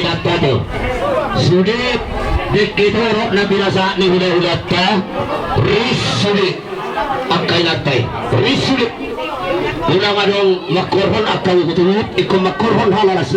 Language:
Batak Toba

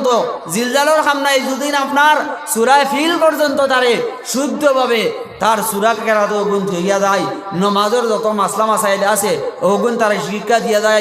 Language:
Sylheti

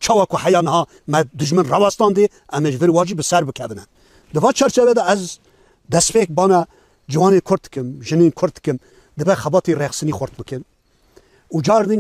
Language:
Kurdish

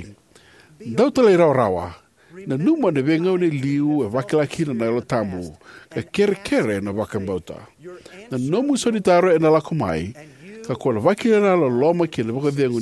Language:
Fijian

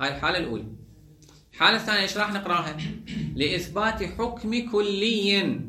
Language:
Mesopotamian Arabic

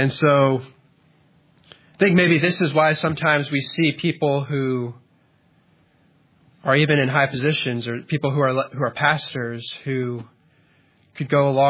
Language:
English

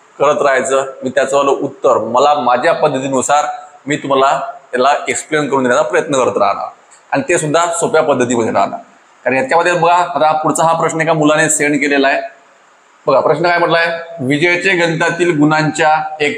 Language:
Marathi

